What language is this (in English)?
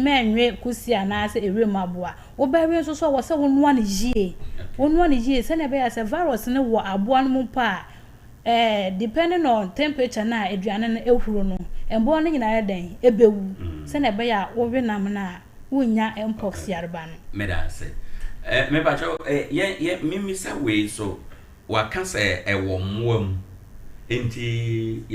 Akan